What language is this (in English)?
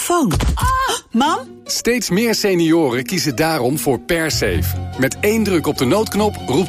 Dutch